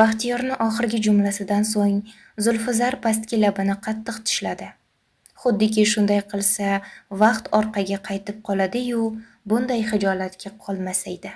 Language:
Uzbek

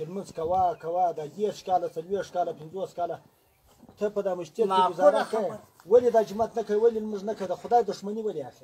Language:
Pashto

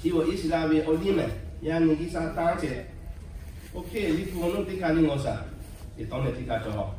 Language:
Lahu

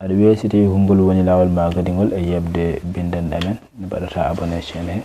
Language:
Fula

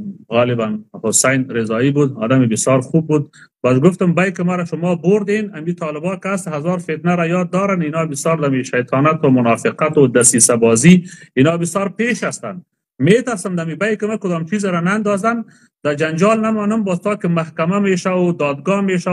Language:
Persian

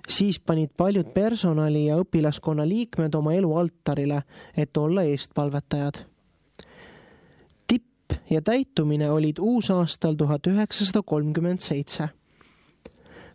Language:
Estonian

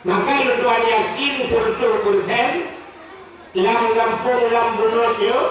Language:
Achinese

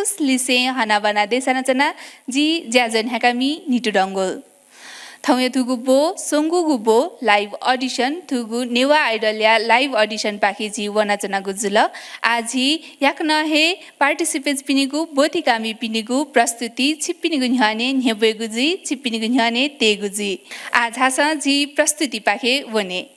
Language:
Newari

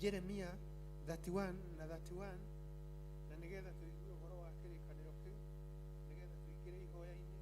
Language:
Kikuyu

